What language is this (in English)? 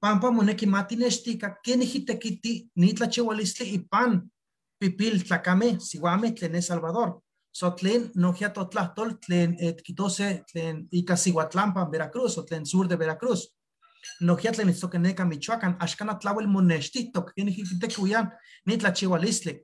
Eastern Huasteca Nahuatl